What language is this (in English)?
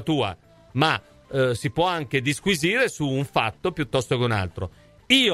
Italian